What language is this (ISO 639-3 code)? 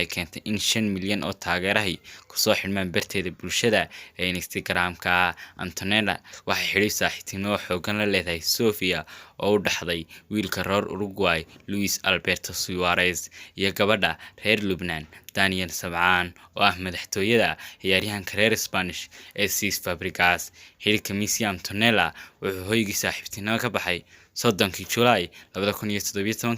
som